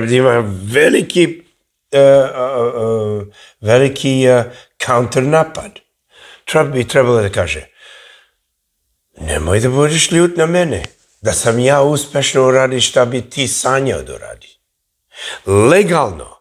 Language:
Serbian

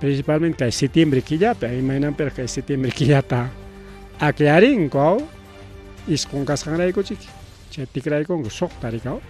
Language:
Ayacucho Quechua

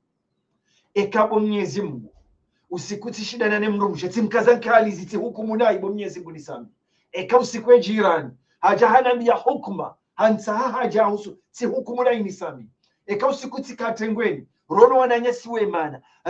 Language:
Ngazidja Comorian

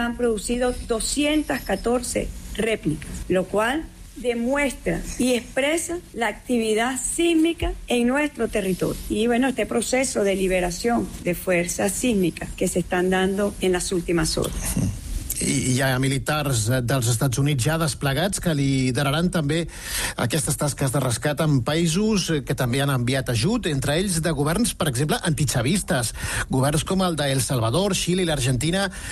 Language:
Catalan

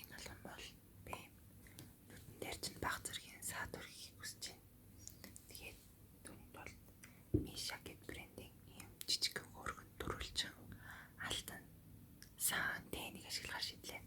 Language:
Mongolian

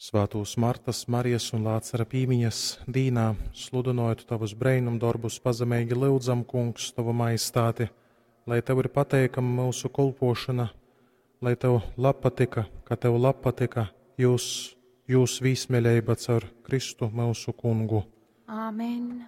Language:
Latgalian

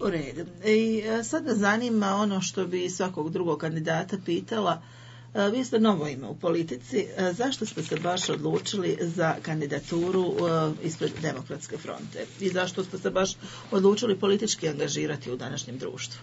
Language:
Bosnian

